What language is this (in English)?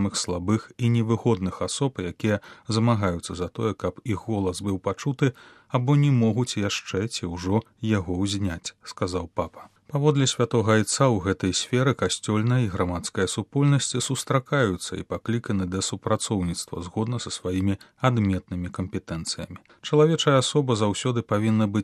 Belarusian